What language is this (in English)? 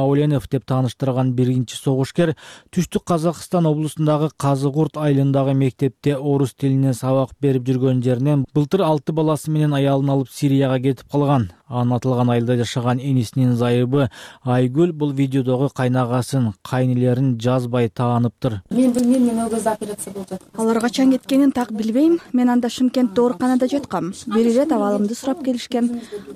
Kyrgyz